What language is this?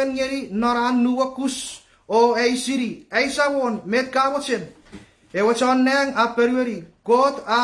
Chuukese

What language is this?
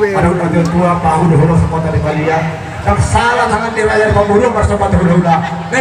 Batak Toba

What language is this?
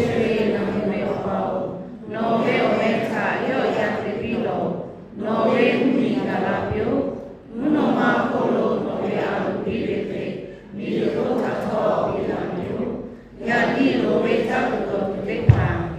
Lahu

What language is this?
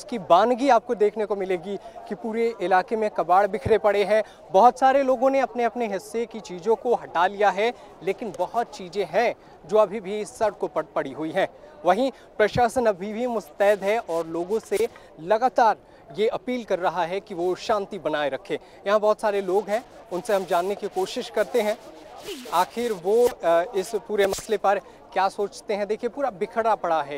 Hindi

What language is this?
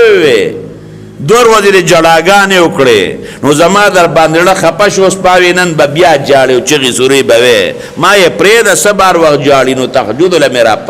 Pashto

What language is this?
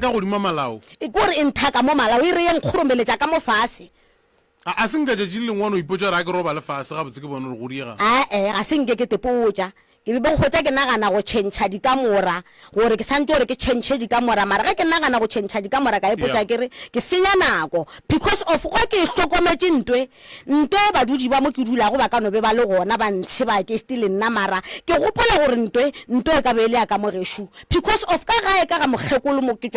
Northern Sotho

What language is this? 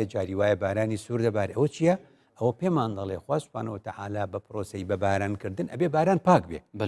Central Kurdish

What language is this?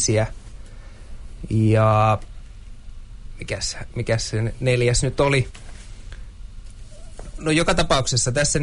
Finnish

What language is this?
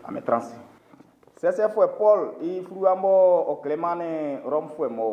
Baoulé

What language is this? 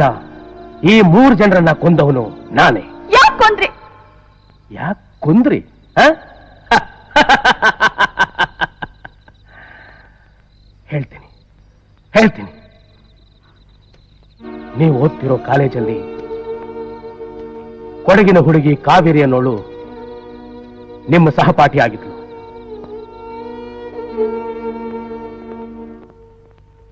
Kannada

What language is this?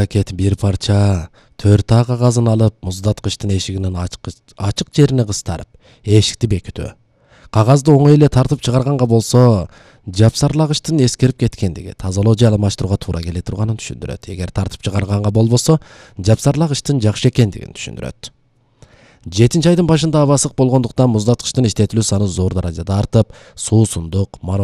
Kyrgyz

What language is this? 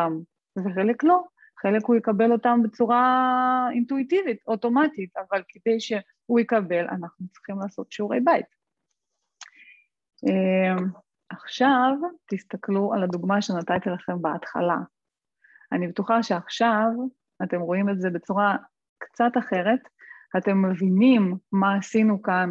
Hebrew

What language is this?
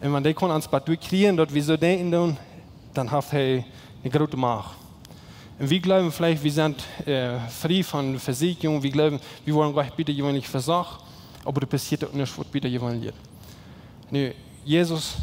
Plautdietsch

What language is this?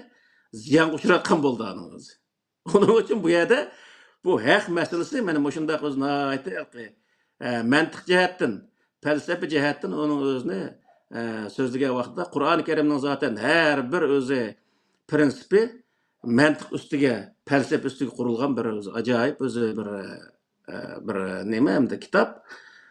Uyghur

